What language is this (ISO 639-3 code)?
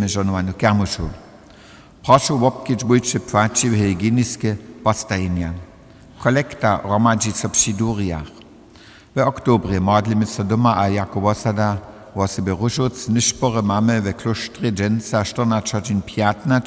hsb